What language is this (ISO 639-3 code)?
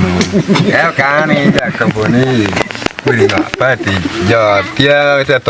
ach